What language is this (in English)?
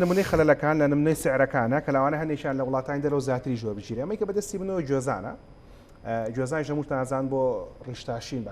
Central Kurdish